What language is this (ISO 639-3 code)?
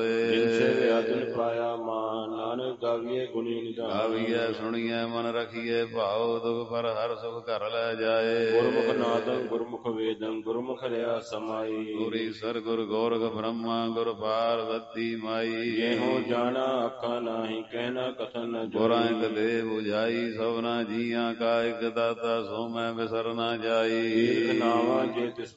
pan